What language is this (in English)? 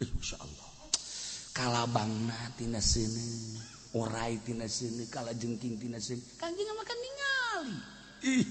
Sundanese